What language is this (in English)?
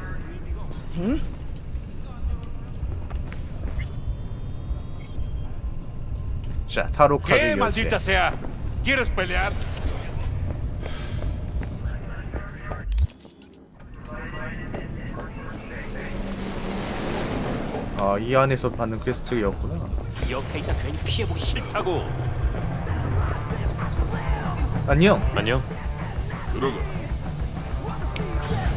Korean